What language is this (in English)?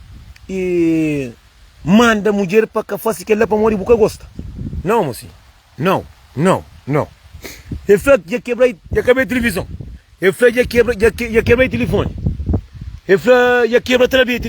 Kabuverdianu